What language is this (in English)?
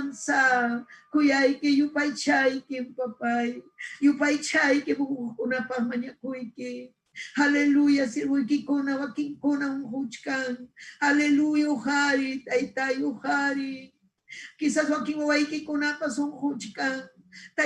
Ayacucho Quechua